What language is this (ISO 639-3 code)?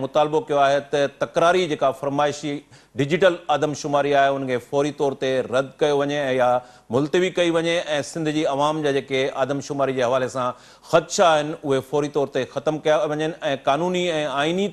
snd